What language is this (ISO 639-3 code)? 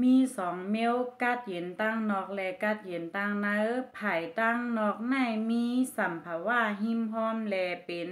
shn